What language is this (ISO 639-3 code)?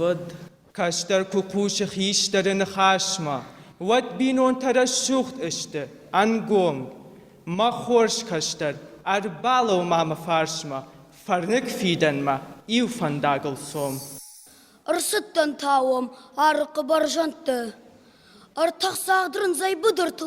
oss